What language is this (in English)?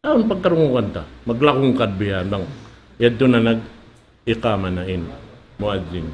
Tausug